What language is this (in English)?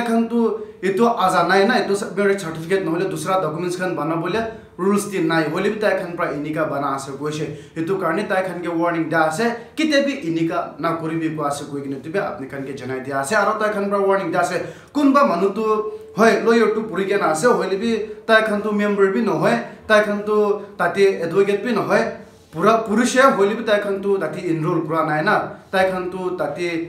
Naga Pidgin